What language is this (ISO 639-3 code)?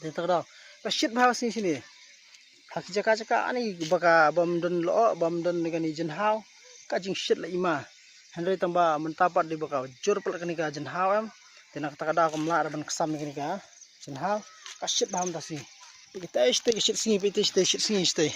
kha